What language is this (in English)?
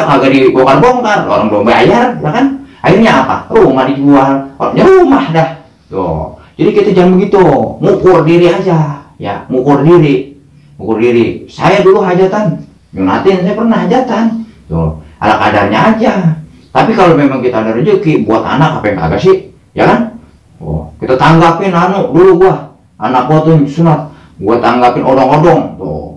Betawi